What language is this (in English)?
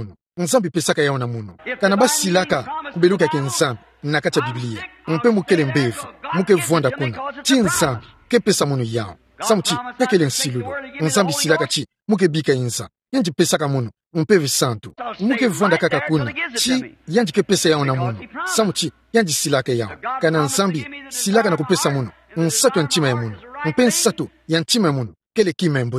Kituba (Democratic Republic of Congo)